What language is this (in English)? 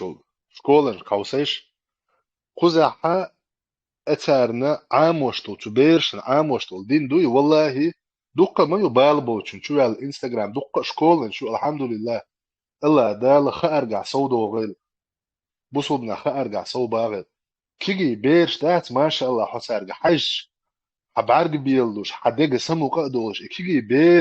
Chechen